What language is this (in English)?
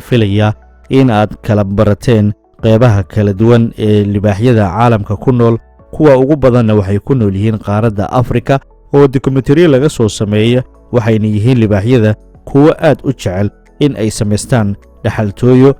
Somali